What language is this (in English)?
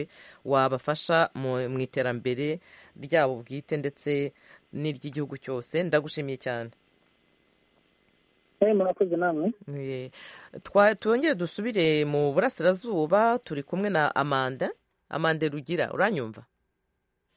Kinyarwanda